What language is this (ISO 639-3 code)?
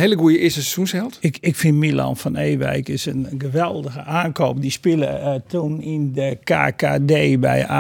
fry